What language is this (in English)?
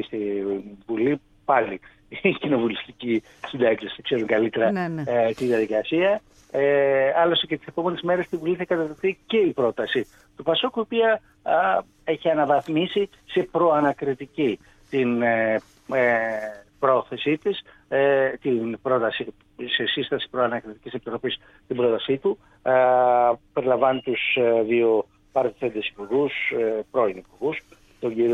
Greek